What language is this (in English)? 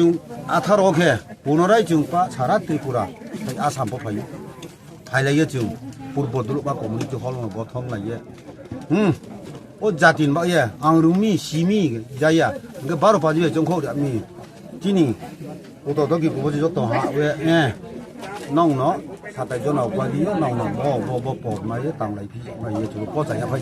Riang (India)